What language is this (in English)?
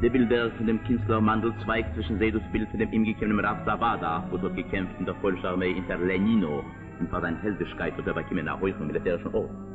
Yiddish